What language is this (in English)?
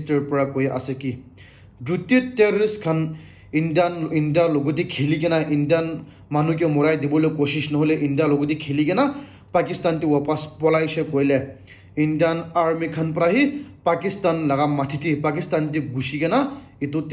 Naga Pidgin